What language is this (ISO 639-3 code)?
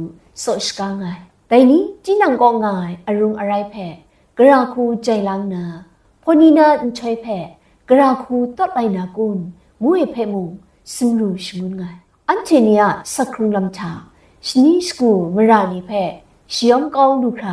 kac